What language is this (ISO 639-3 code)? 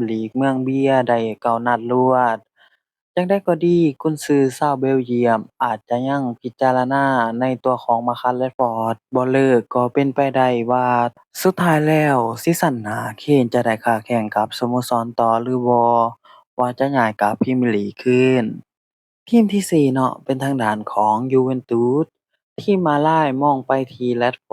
lao